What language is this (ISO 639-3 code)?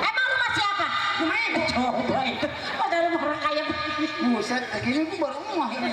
bew